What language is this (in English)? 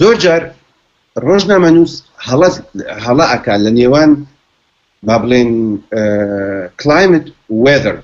Central Kurdish